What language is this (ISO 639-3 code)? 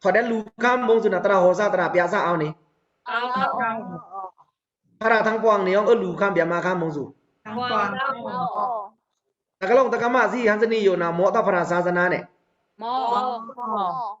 blk